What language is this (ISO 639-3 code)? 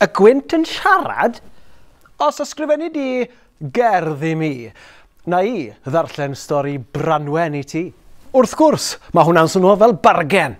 cym